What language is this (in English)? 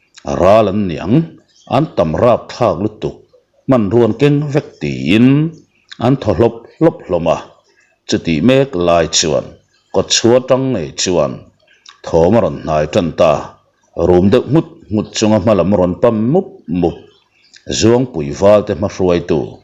Mizo